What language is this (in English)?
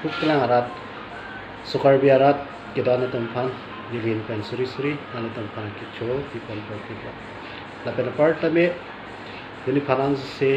Karbi